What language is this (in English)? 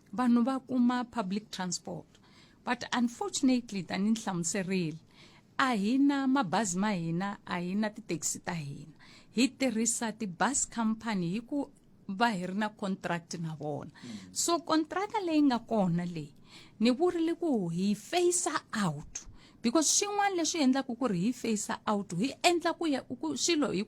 Tsonga